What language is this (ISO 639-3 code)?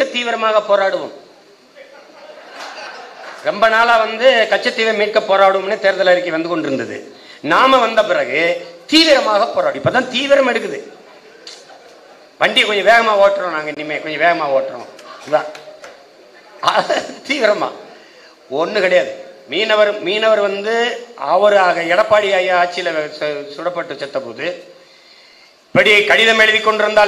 tam